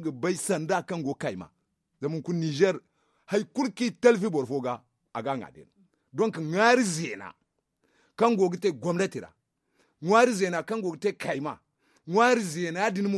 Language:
Zarma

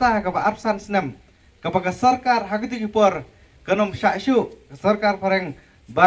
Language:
Khasi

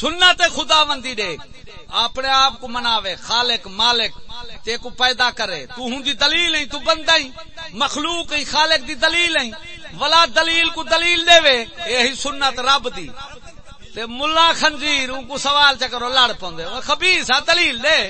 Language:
Saraiki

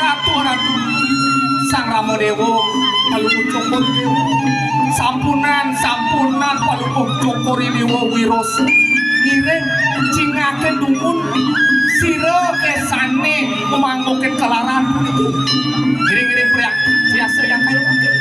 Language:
Balinese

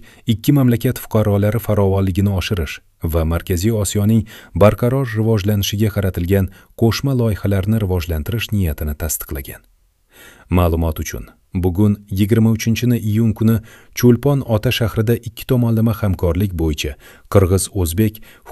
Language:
Uzbek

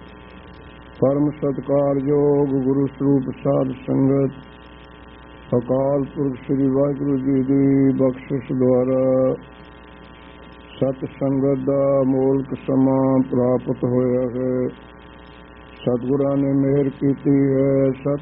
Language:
Punjabi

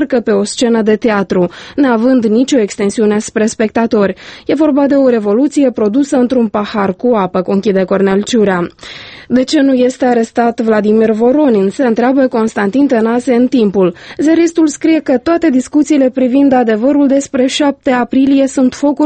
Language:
Romanian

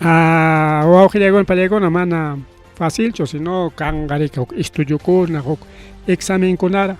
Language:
Ayacucho Quechua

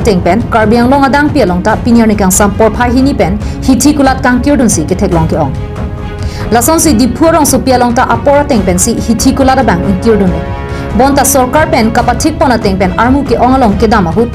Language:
Karbi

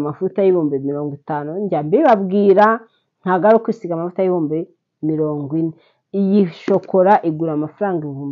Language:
Kinyarwanda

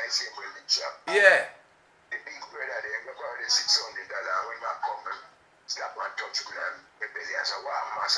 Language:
Jamaican Creole English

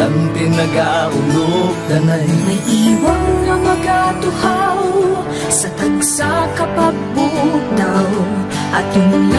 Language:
Hiligaynon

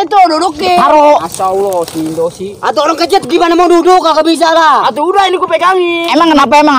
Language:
Betawi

